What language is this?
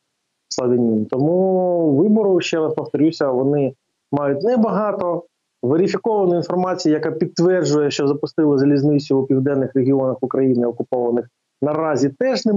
Ukrainian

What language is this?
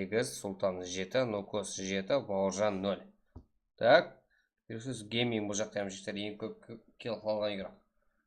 Kara-Kalpak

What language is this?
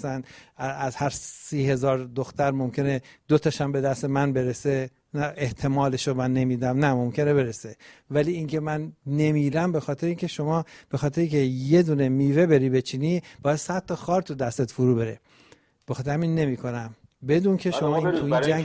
Persian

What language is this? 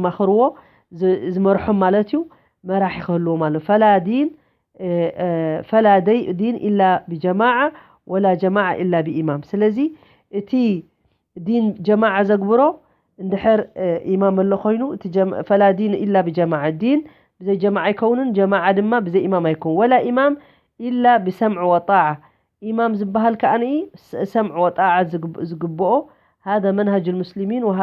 Tigrinya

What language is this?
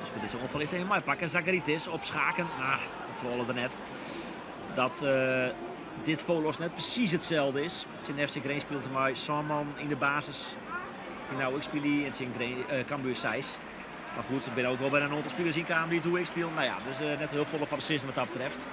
Western Frisian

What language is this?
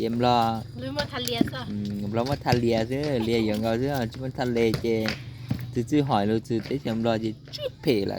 Hmong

